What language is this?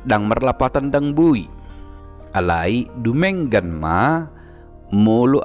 Batak Toba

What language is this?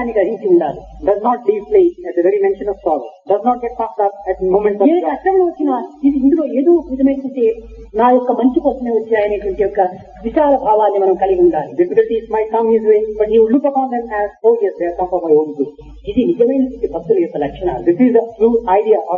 Telugu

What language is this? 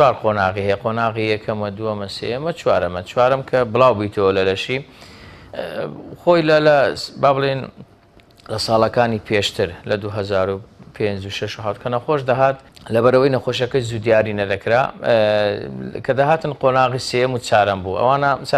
Central Kurdish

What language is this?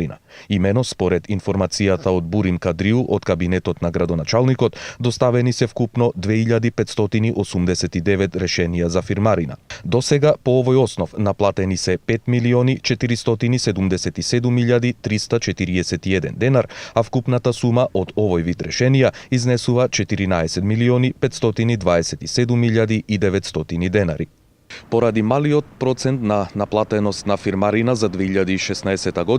Macedonian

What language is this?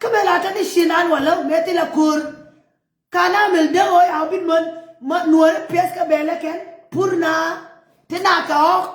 Nuer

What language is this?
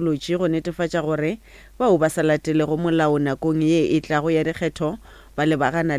Northern Sotho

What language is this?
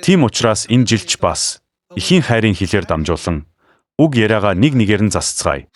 Mongolian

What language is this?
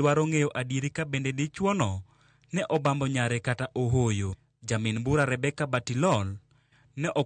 Luo (Kenya and Tanzania)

